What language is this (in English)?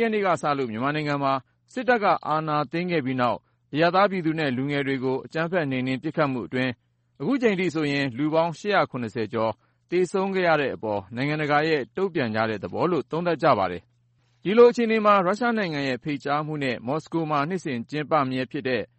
Burmese